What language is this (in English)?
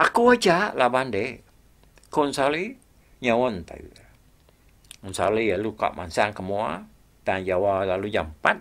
Iban